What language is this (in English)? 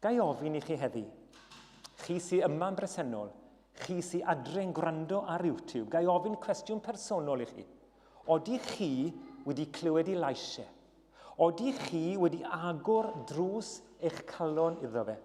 Welsh